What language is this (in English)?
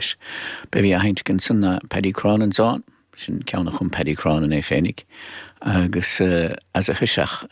Irish